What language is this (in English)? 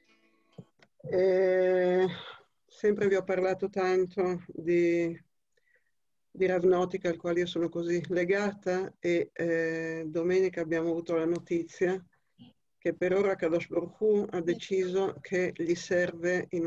Italian